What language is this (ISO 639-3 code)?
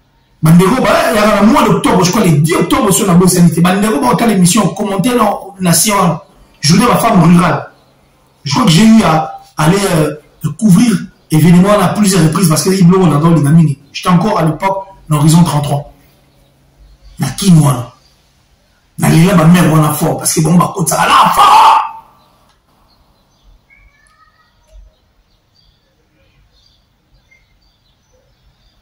fra